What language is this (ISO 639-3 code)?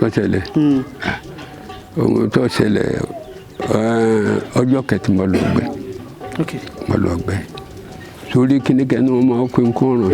yor